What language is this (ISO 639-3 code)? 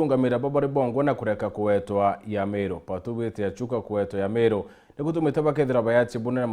mer